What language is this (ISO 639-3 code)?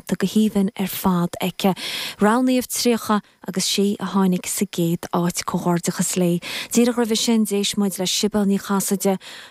gle